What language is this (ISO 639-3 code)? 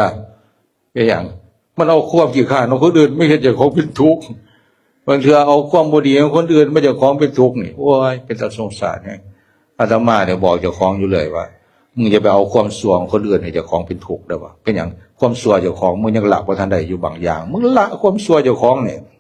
tts